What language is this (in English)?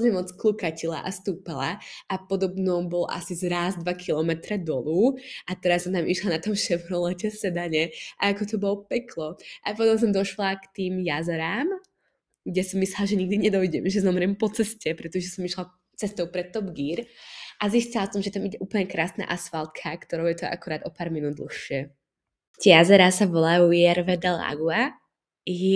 Slovak